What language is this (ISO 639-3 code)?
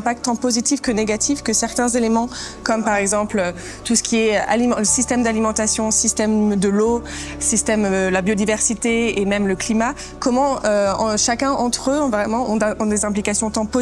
fra